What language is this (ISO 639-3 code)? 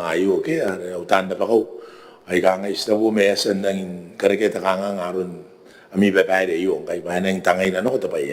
gil